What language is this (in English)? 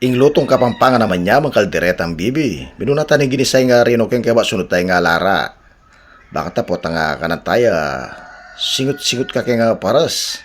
Pampanga